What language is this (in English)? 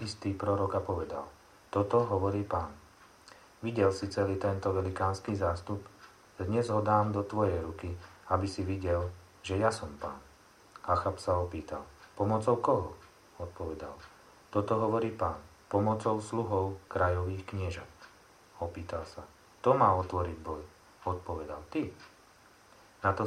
Slovak